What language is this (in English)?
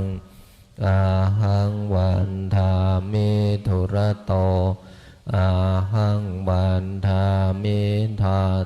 Pali